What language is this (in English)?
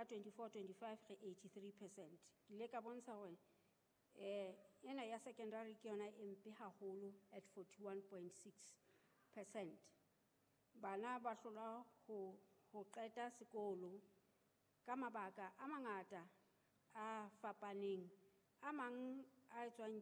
Southern Sotho